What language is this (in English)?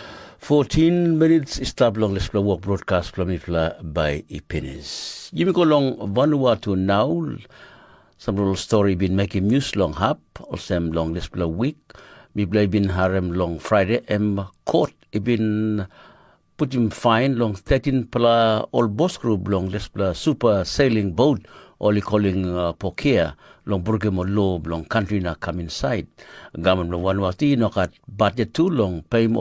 Tok Pisin